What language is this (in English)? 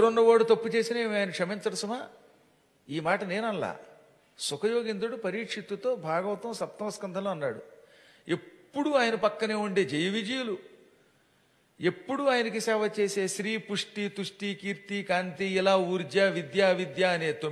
Telugu